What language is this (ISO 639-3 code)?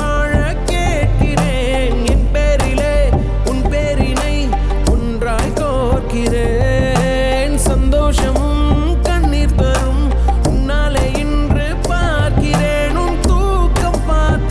tam